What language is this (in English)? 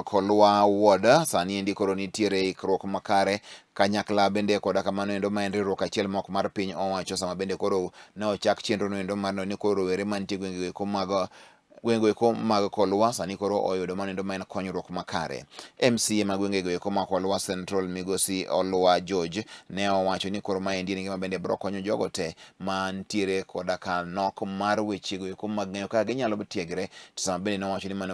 Luo (Kenya and Tanzania)